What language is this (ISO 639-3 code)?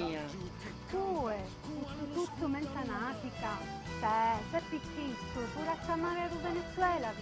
scn